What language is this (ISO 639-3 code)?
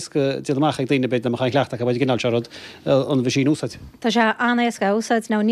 gle